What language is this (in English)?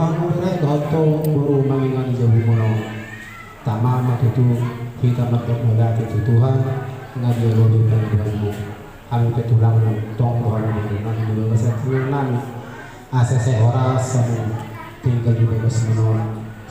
Batak Toba